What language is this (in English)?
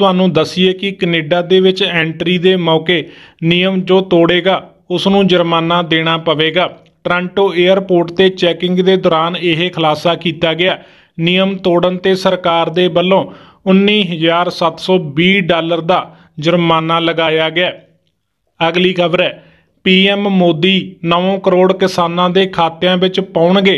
Punjabi